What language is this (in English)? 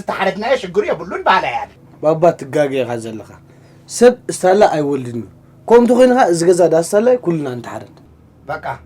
Tigrinya